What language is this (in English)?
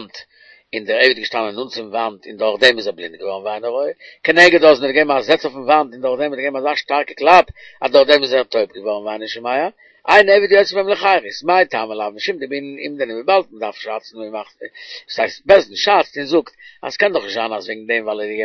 Yiddish